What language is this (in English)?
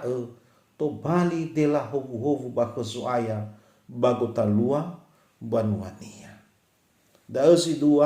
Nias